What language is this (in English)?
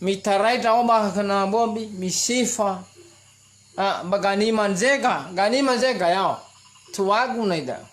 Nias